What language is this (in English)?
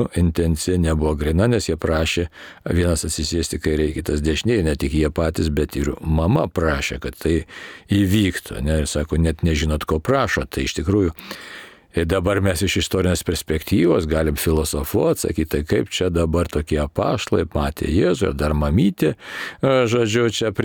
Lithuanian